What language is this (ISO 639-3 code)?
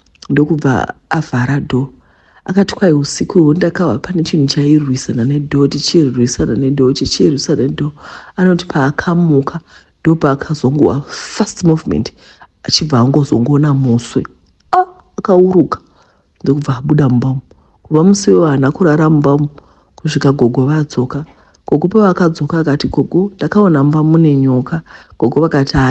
sna